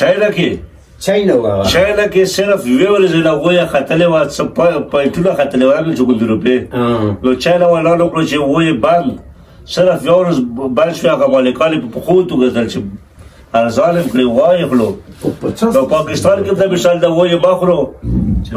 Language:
Pashto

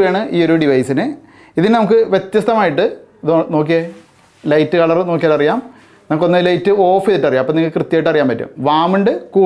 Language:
Malayalam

